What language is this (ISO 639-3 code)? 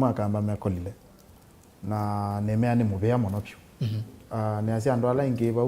kam